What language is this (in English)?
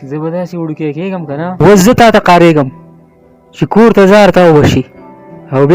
Pashto